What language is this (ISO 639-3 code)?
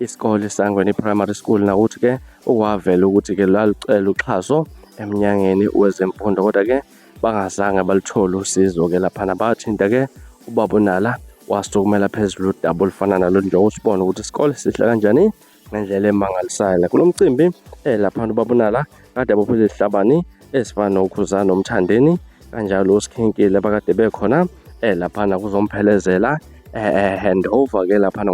zul